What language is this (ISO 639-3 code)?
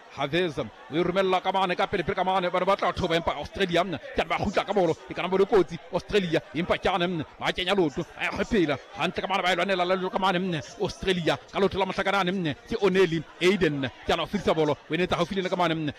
sot